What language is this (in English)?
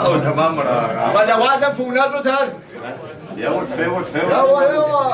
Kabardian